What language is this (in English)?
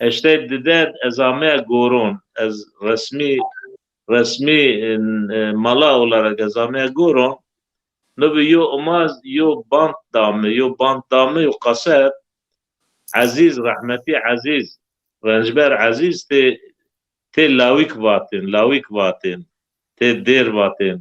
Zaza